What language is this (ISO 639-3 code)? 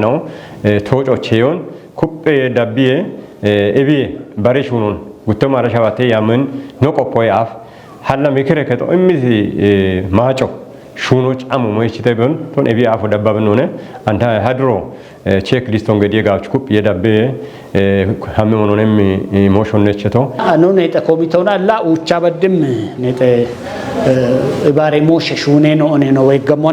kbr